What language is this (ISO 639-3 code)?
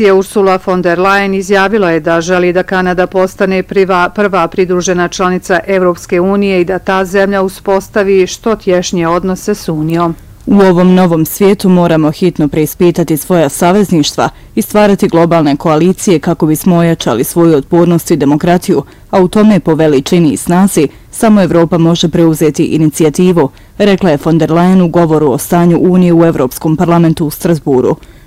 bos